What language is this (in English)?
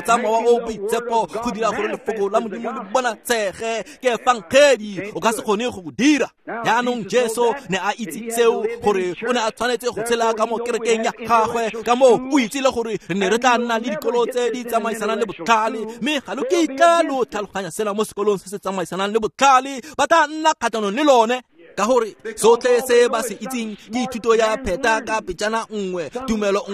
Tswana